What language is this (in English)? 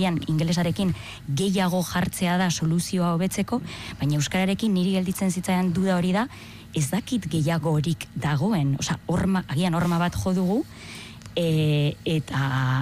Basque